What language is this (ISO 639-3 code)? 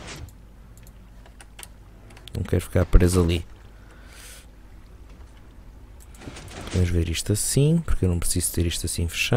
por